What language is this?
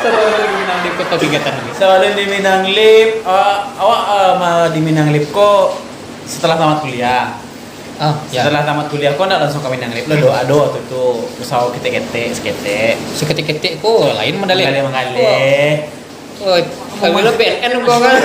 Minangkabau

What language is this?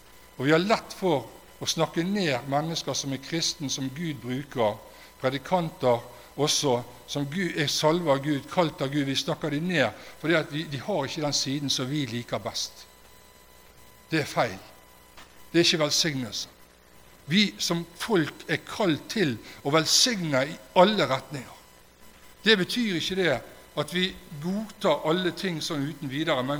Norwegian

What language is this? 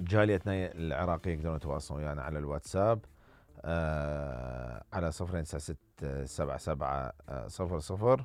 Mesopotamian Arabic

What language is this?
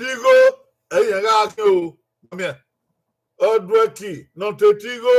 Bini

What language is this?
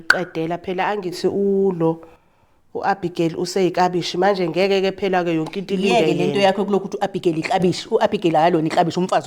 Zulu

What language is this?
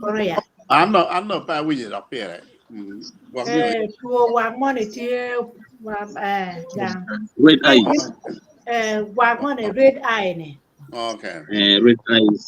Acoli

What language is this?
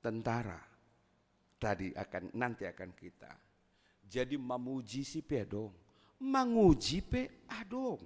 Batak Simalungun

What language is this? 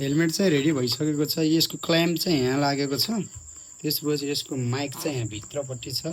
Nepali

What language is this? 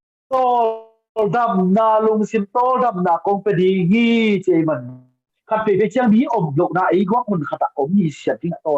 Tedim Chin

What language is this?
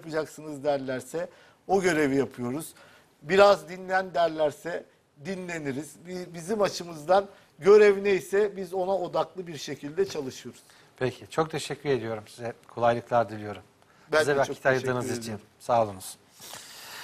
Turkish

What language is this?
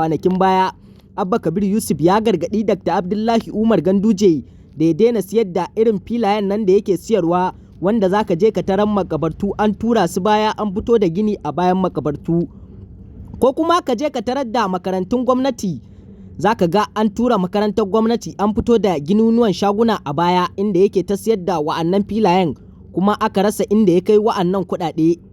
Hausa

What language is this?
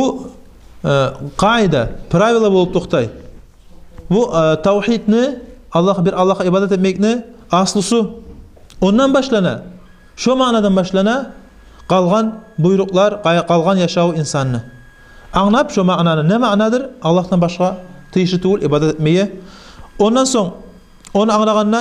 Kumyk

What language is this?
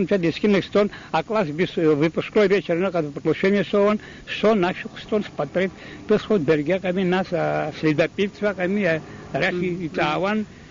Abkhazian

